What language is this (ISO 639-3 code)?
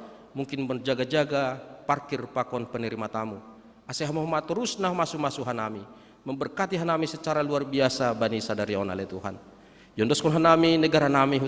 bts